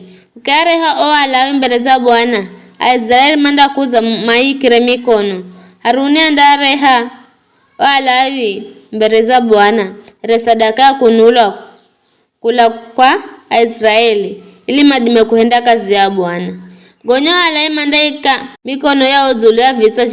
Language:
Giryama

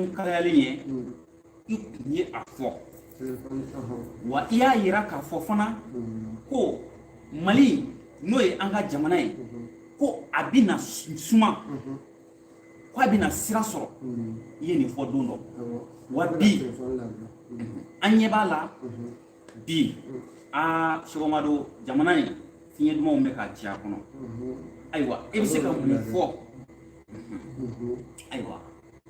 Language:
Bambara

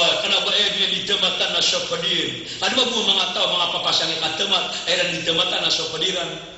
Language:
Maranao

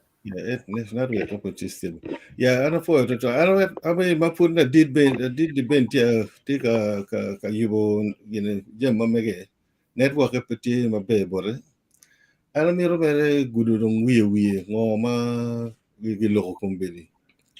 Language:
Acoli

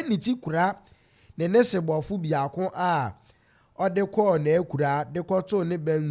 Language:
Akan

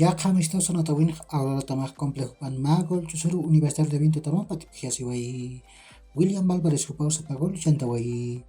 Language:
Aymara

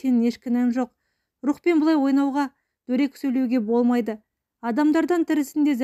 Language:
Kazakh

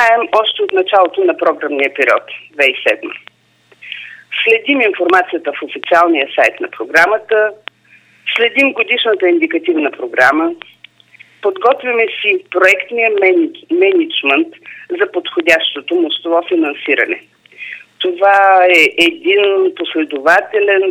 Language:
Bulgarian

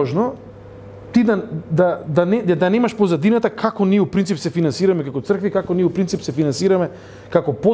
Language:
Macedonian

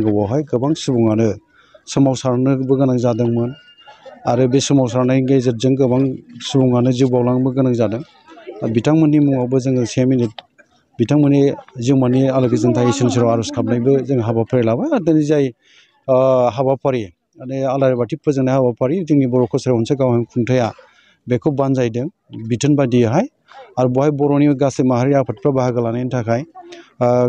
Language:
Bodo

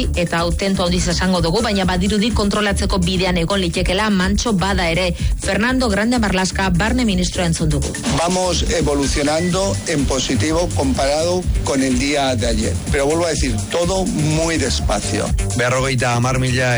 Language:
Basque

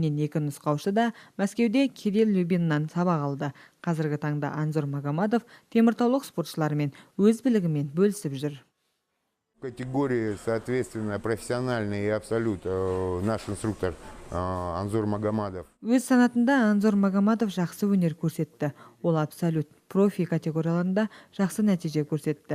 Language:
Kazakh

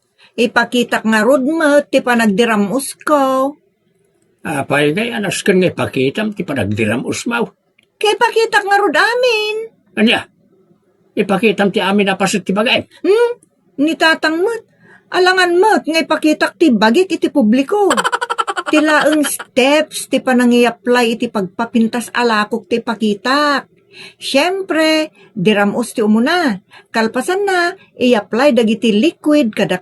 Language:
Iloko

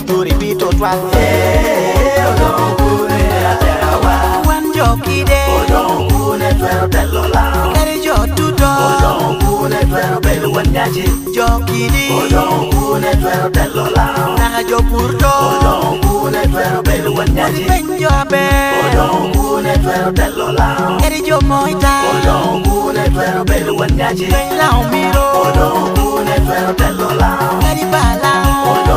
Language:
Lango (Uganda)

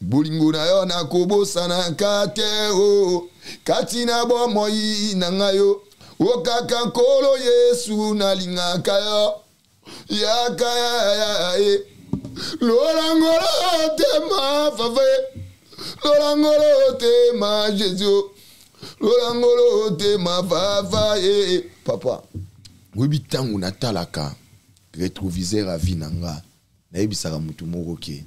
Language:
Lingala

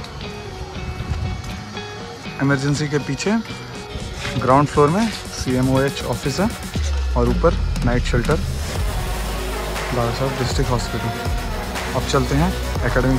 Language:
Hindi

